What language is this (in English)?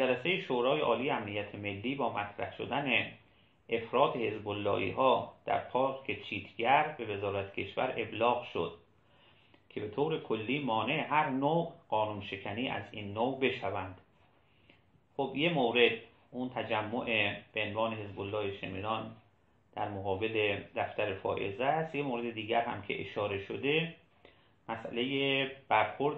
Persian